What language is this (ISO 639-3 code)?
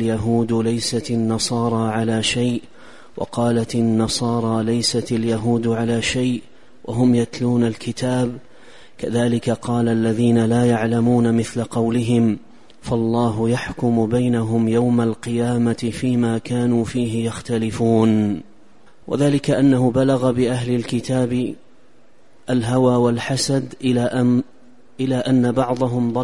ara